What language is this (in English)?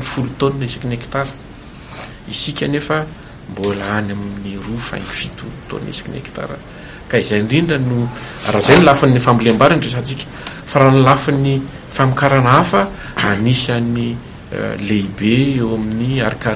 Malagasy